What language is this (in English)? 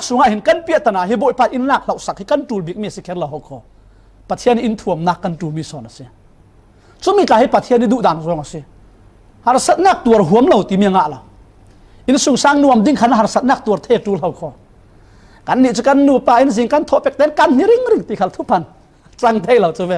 Falam Chin